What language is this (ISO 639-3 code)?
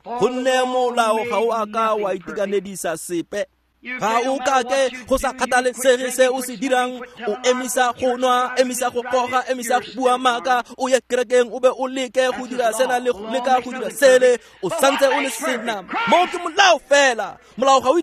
tsn